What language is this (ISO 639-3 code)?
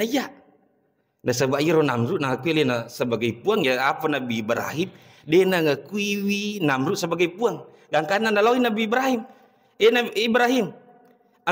bug